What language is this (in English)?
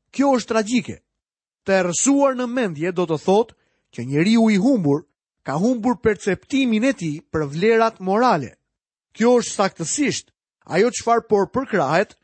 Albanian